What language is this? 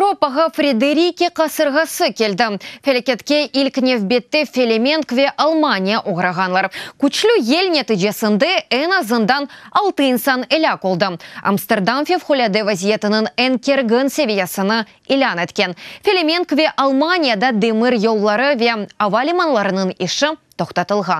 Crimean Tatar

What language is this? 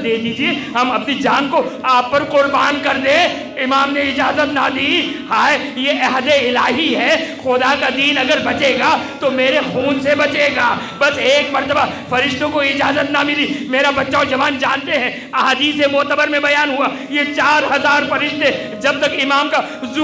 Urdu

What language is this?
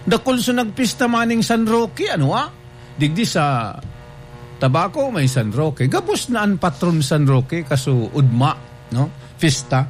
Bikol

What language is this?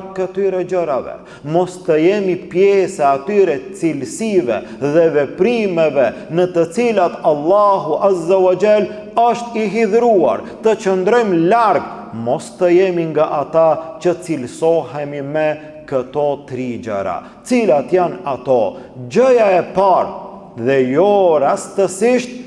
Albanian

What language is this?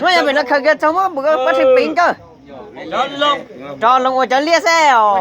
Hmong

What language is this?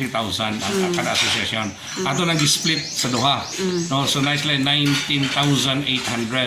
Cebuano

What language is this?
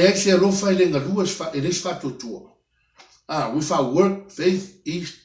Samoan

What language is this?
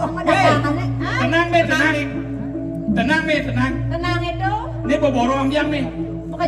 Balinese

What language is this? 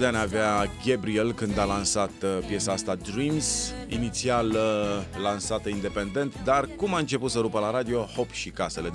Romanian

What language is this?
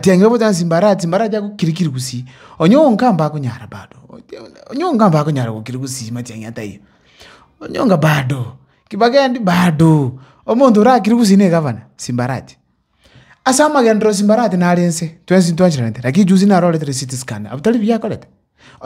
Gusii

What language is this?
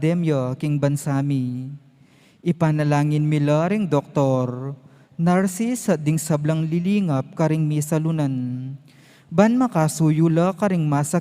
Pampanga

